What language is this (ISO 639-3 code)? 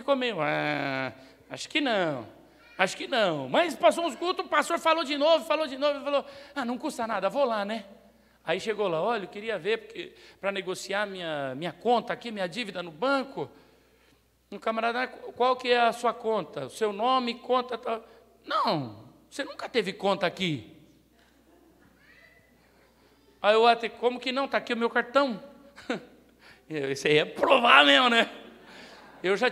por